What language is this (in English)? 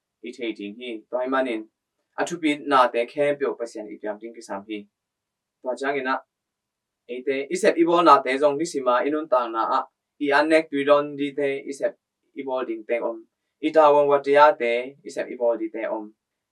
Tedim Chin